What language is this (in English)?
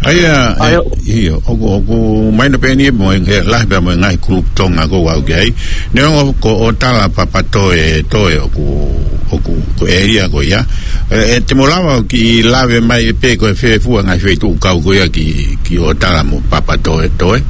Tongan